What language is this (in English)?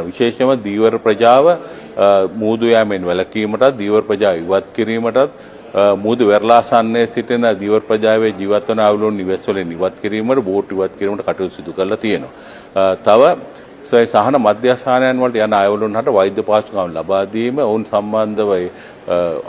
Sinhala